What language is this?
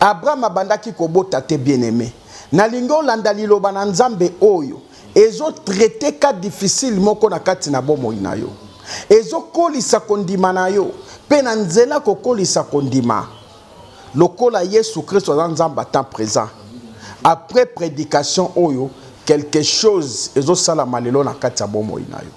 Lingala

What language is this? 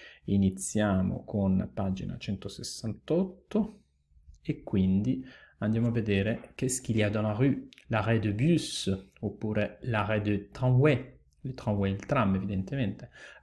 Italian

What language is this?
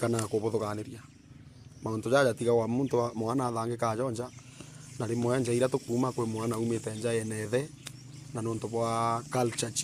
Meru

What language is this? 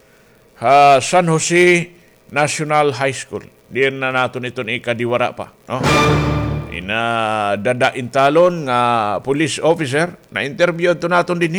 Waray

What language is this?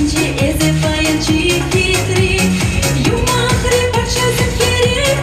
Chuvash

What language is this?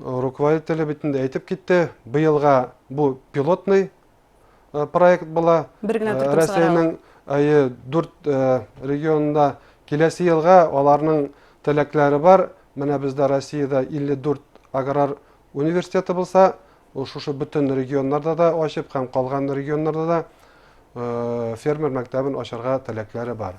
Bashkir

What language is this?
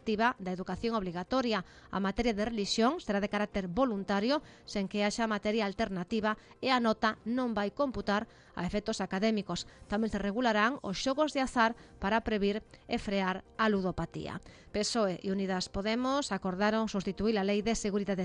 Galician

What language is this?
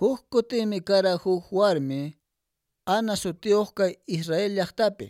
Quechua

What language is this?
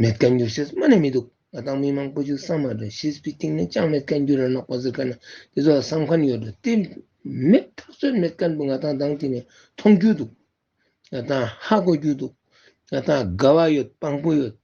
Ladakhi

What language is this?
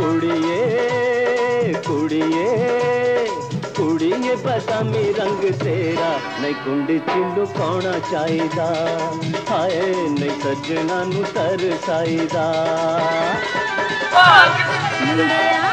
Punjabi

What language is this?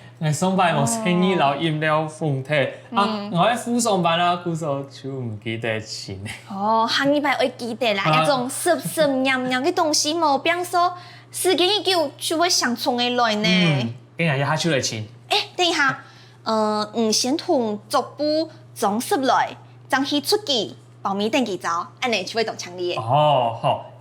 Hakka Chinese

